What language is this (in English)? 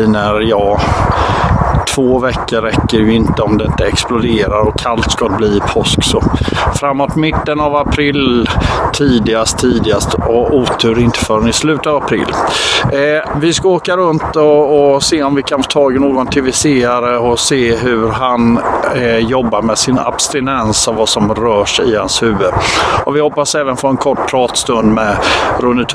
Swedish